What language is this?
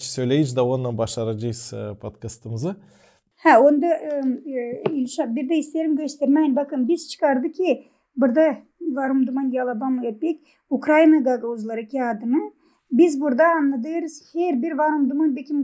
Gagauz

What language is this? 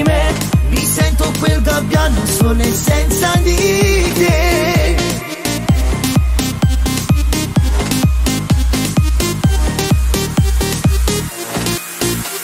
Italian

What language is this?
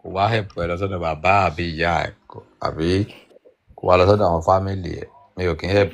Yoruba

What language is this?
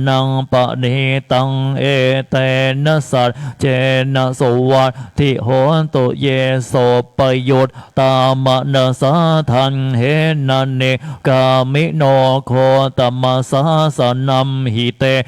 Pali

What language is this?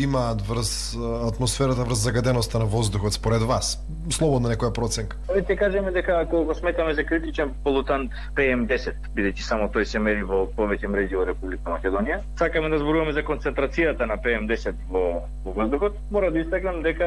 Macedonian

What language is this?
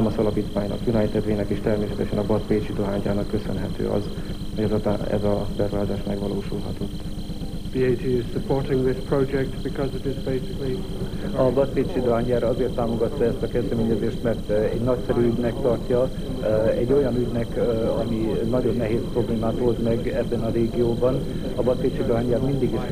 Hungarian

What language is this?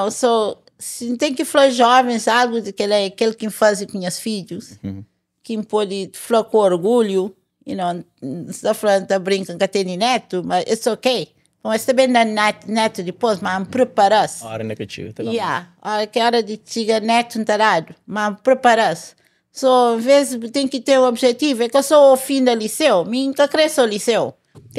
Kabuverdianu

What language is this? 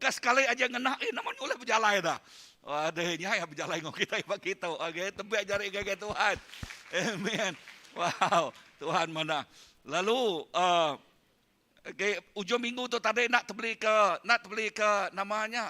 Iban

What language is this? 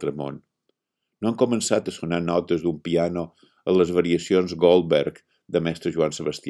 Catalan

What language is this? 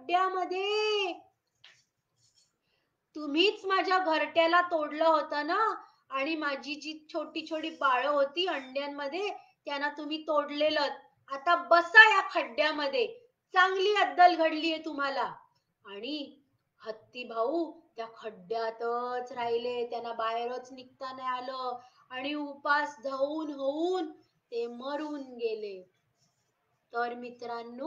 Marathi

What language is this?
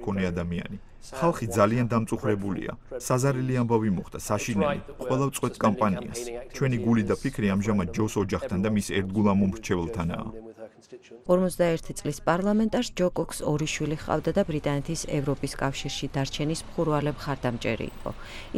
Georgian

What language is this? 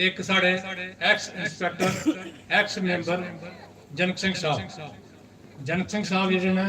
Dogri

